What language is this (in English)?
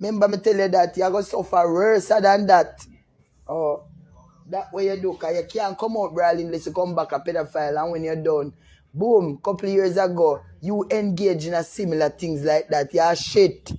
Jamaican Creole English